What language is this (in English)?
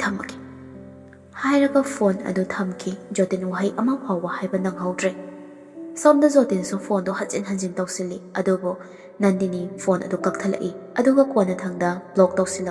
Manipuri